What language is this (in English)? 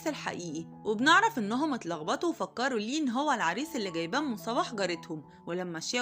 Egyptian Arabic